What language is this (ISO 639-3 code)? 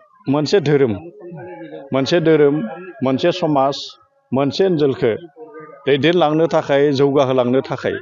brx